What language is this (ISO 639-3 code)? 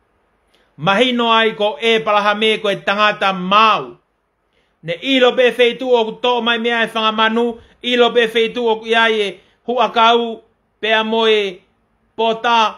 ton